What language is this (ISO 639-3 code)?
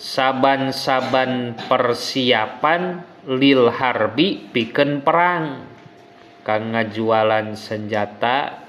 sun